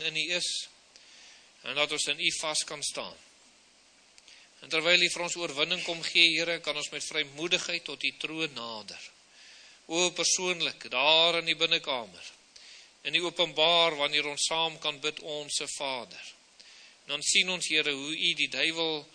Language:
Afrikaans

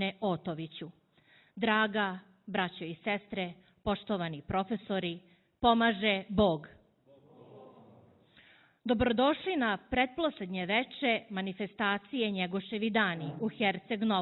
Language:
Serbian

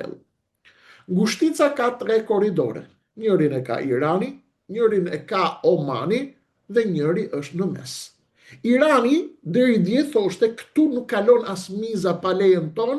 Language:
Albanian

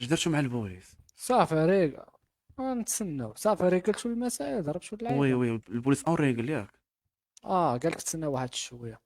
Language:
Moroccan Arabic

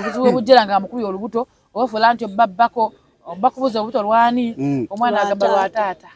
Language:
Ganda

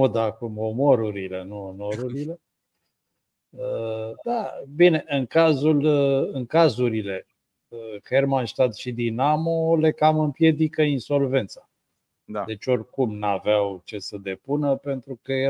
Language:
Romanian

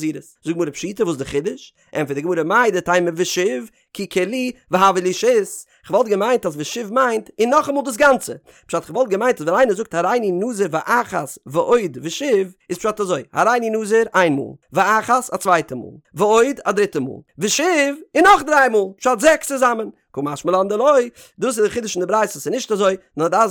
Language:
Yiddish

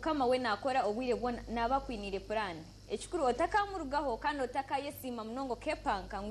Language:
Nyankole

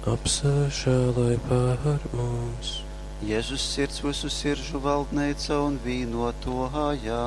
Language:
Latgalian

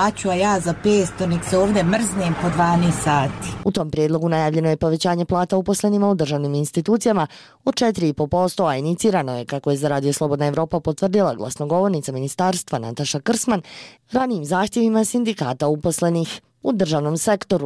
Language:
Bosnian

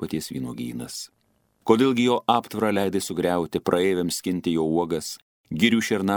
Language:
Lithuanian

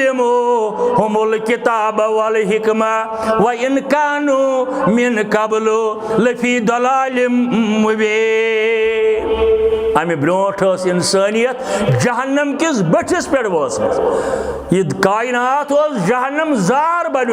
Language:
Kashmiri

